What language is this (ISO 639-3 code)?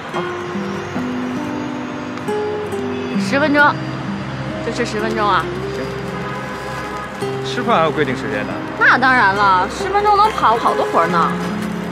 zho